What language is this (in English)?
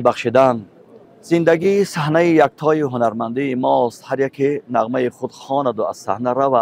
Tajik